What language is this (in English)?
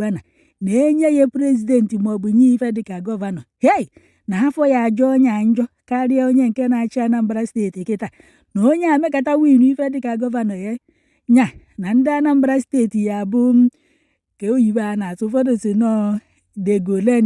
Igbo